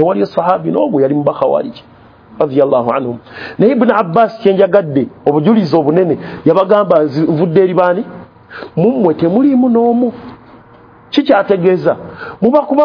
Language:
Ganda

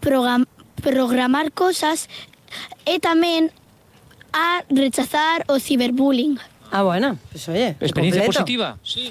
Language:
Galician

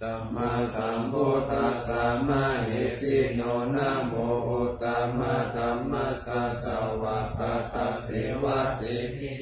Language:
Pali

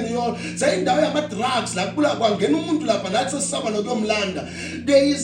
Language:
Zulu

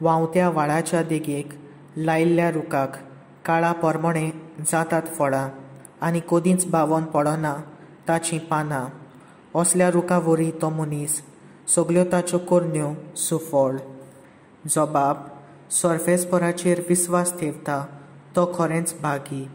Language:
Konkani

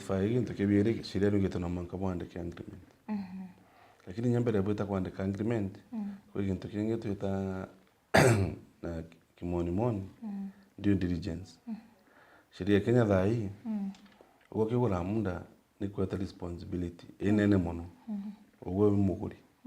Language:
Meru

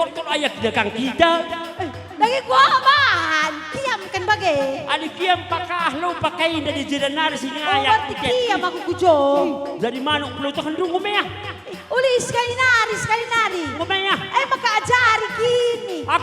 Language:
Batak Karo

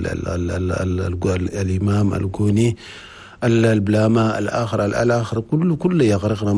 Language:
Chadian Arabic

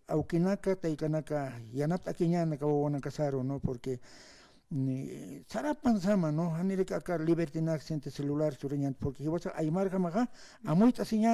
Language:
Aymara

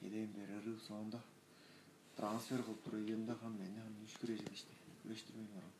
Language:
Tuvinian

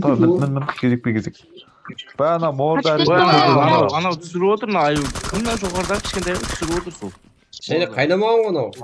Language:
Kara-Kalpak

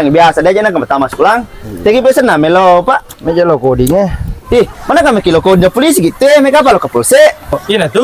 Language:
Buginese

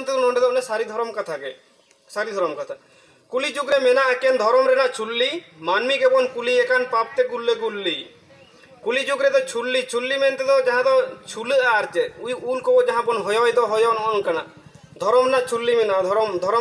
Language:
Santali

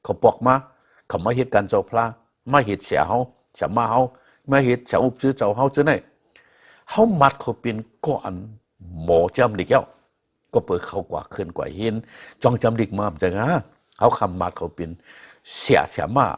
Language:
Shan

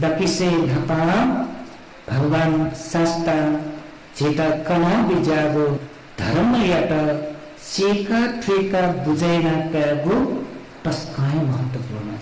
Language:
Newari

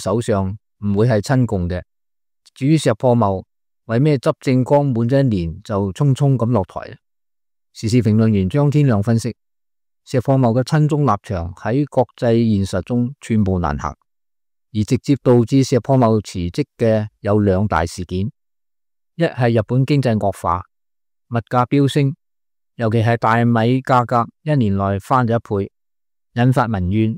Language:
Cantonese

